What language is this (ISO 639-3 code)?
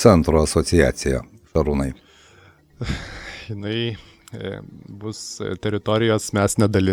lit